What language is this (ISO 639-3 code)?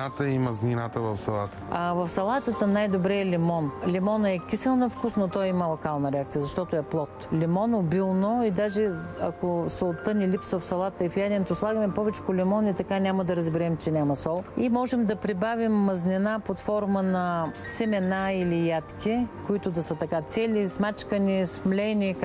bul